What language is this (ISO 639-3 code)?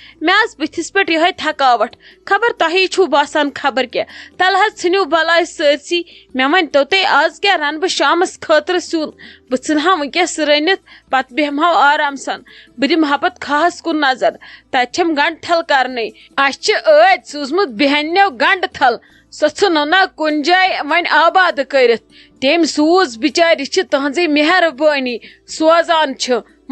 kas